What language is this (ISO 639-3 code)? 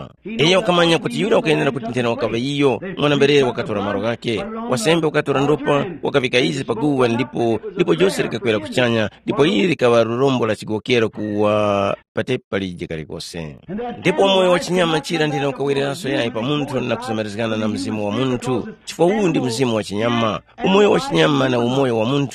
tum